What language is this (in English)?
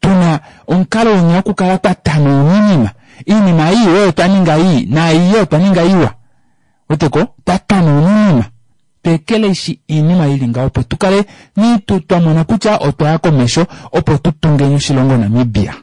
Kuanyama